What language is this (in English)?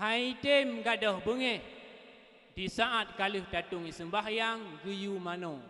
Achinese